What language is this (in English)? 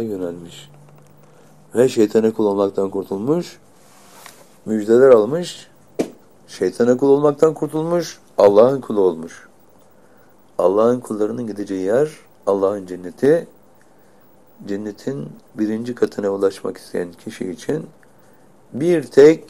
Turkish